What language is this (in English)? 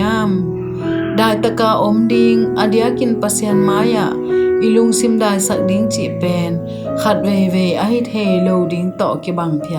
Tedim Chin